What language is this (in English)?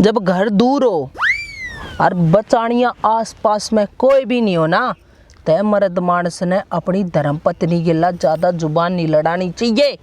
Haryanvi